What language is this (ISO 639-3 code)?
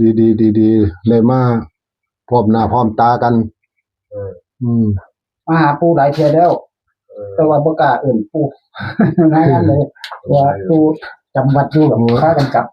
tts